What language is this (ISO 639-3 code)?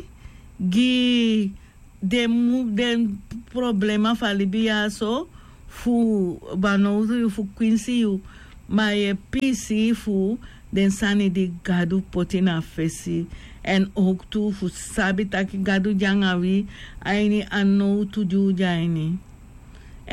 srn